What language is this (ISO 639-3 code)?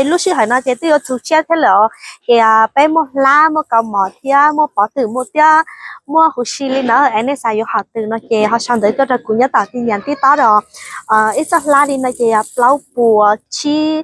hmn